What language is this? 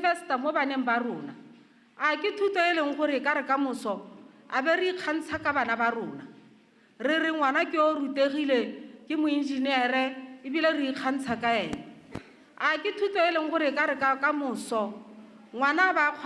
Tswana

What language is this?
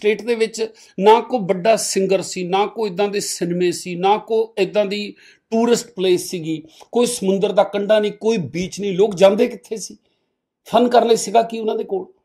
Punjabi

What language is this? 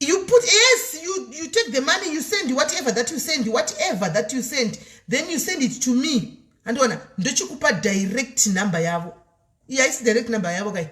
Shona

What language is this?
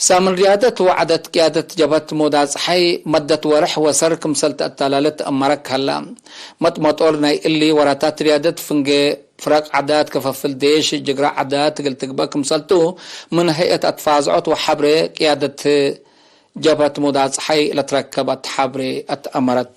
Tigre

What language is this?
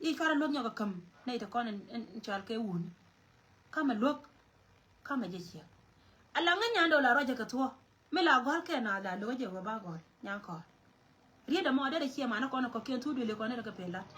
Nuer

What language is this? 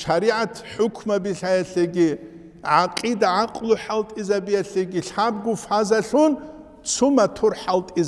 Avaric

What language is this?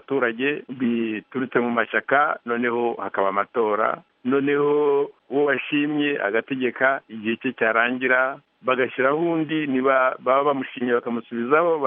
Kinyarwanda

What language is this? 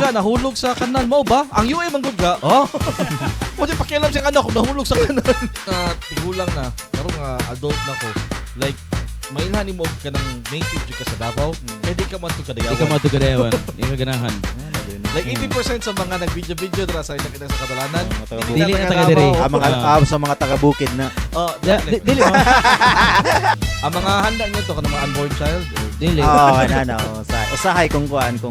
Cebuano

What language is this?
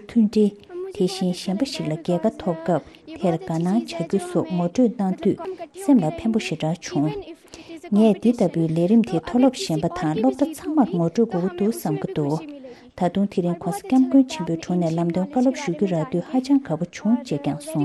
Tibetan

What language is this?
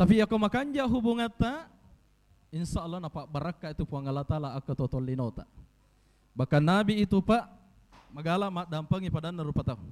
Buginese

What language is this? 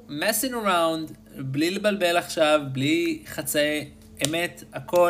Hebrew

